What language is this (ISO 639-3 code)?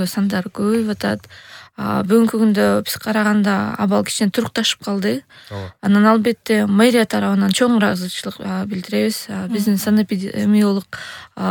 kir